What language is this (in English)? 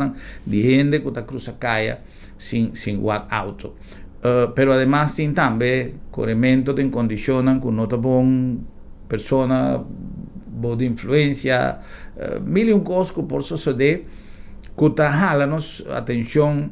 Papiamento